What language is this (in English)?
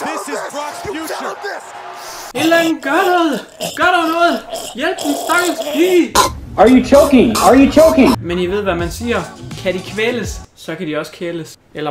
Danish